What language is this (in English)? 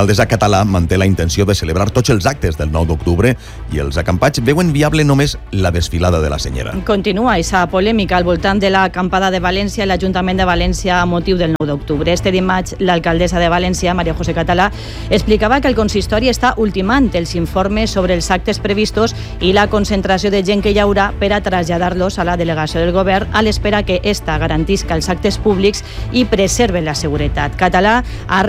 Catalan